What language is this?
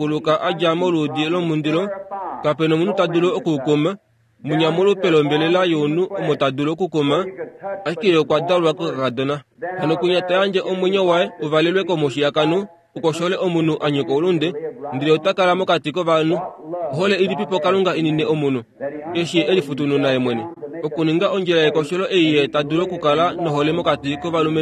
Kuanyama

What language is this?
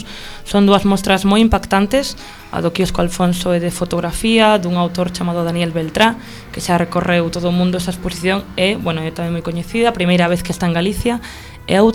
Galician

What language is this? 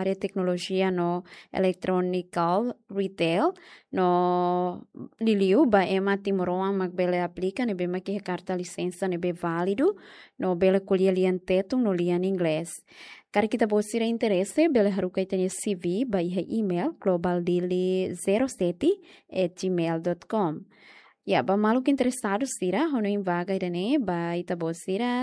Tetum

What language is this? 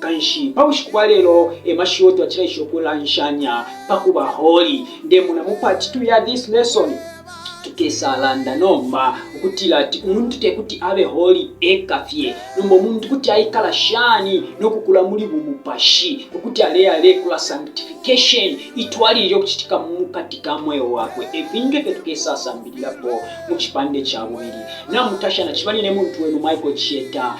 Bemba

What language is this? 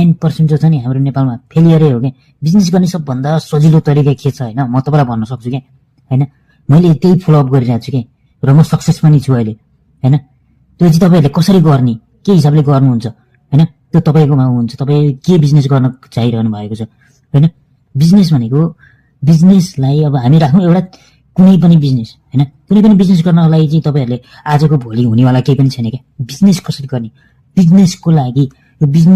Nepali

